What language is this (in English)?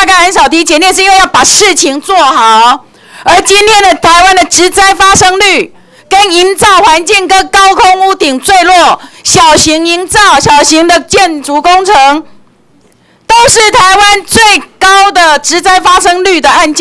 Chinese